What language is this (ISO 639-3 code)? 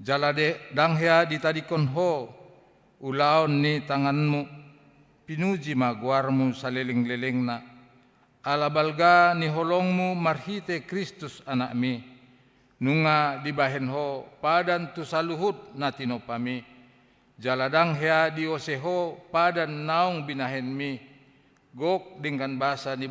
bbc